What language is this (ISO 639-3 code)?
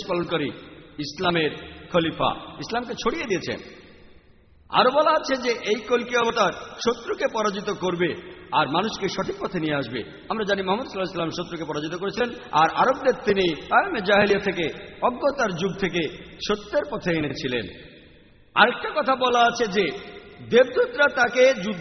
ben